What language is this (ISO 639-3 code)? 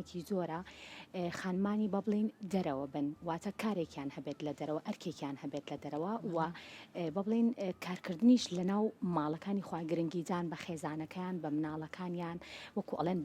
ckb